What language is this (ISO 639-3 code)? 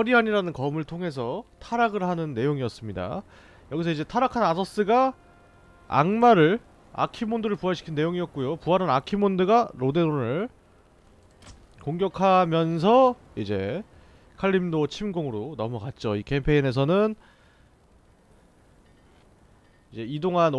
kor